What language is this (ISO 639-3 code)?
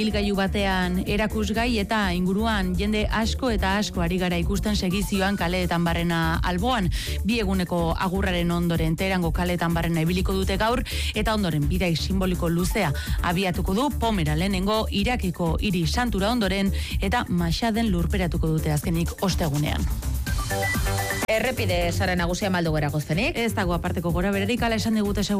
eus